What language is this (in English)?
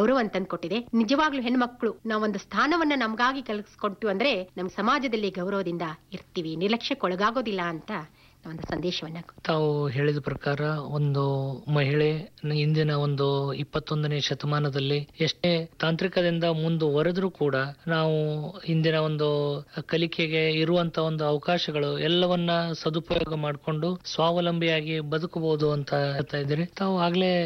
Kannada